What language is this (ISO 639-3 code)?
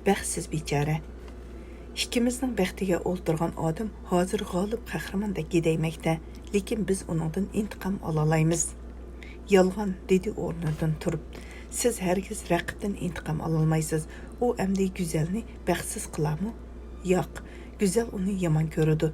uig